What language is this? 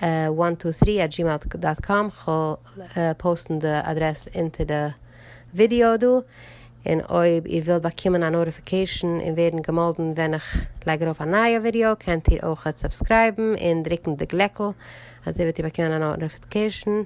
Yiddish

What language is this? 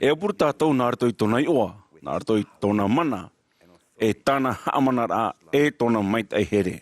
Tahitian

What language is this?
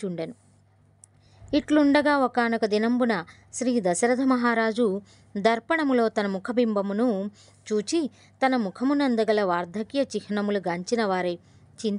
Telugu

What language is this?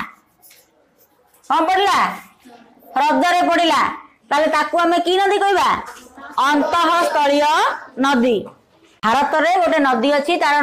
Odia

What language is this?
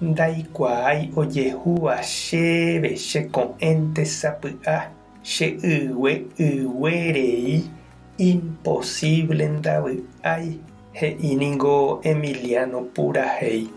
Guarani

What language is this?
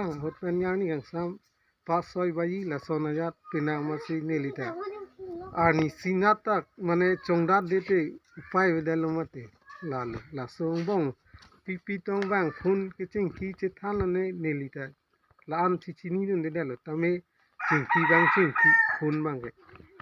Karbi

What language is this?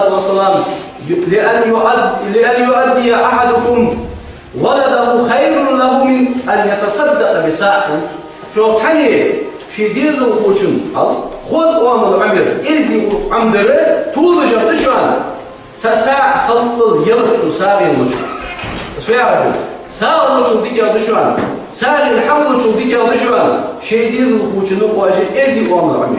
Ingush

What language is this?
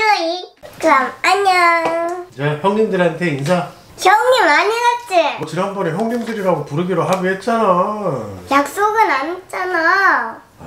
Korean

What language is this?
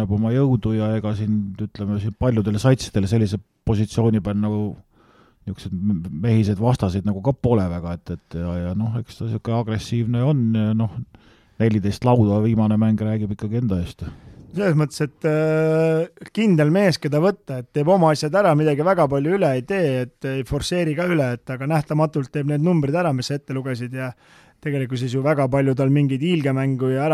Estonian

